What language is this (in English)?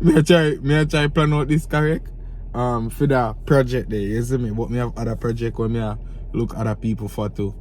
Jamaican Creole English